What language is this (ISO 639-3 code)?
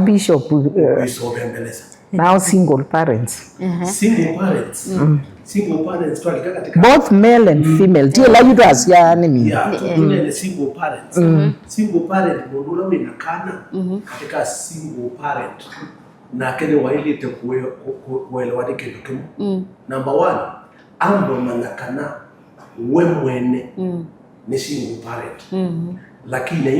kam